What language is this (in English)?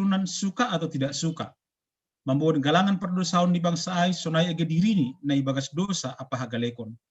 Batak Simalungun